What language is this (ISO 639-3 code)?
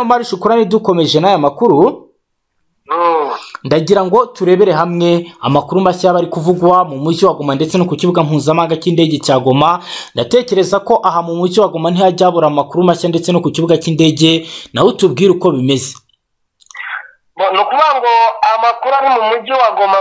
kin